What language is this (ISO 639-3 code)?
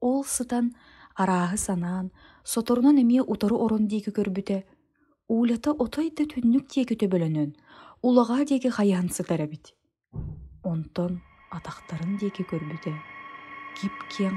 sah